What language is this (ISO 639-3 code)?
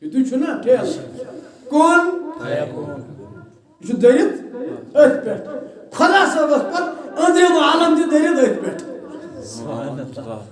kas